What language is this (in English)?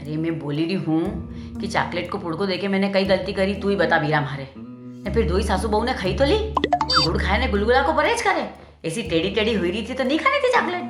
Rajasthani